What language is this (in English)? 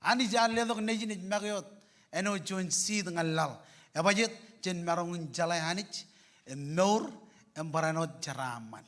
Marshallese